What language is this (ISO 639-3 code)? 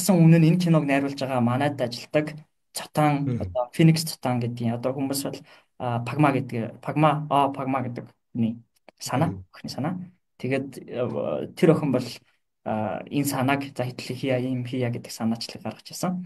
mon